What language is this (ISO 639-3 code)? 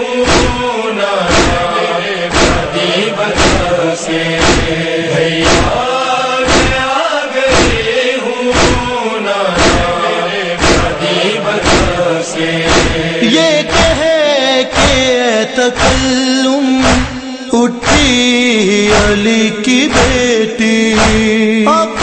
urd